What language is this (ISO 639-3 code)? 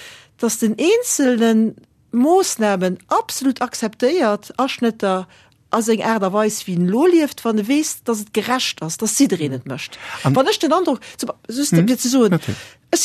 ltz